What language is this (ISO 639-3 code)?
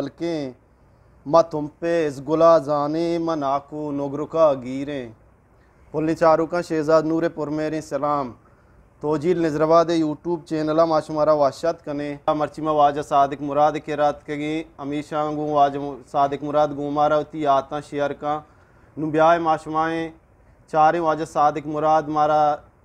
bgp